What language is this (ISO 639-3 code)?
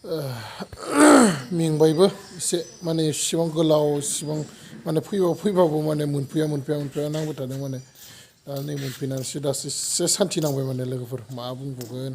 brx